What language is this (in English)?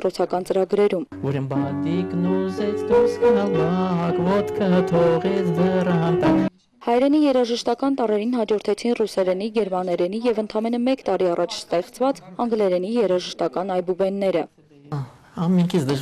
Armenian